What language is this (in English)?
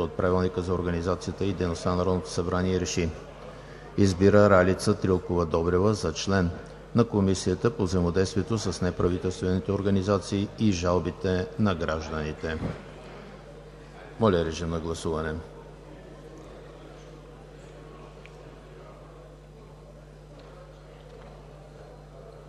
Bulgarian